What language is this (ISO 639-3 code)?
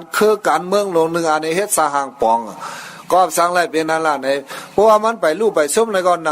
shn